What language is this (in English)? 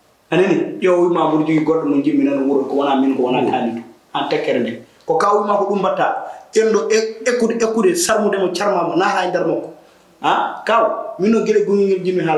Fula